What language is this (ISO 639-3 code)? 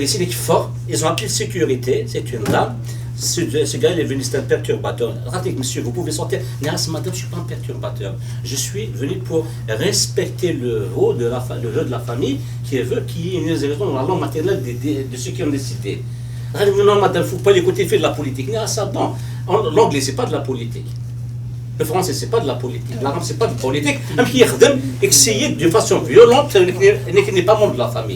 kab